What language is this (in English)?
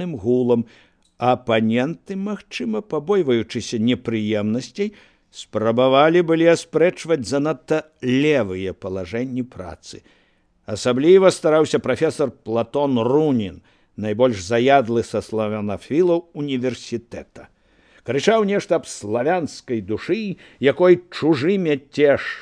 Belarusian